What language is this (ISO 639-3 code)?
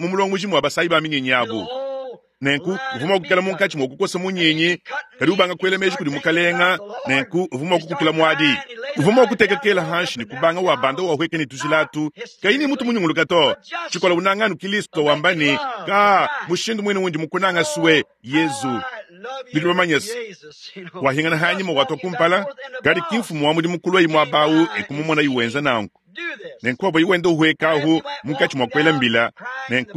lua